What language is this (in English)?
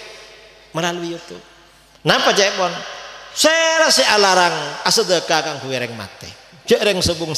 Madurese